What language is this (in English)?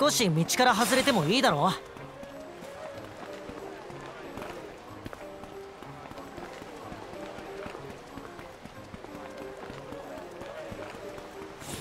Japanese